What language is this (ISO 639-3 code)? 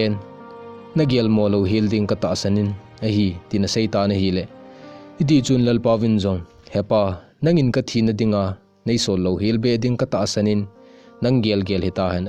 tcz